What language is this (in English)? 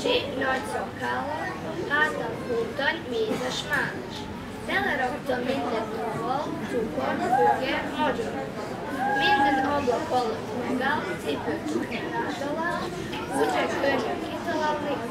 Hungarian